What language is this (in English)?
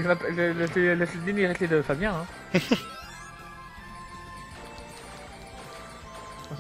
French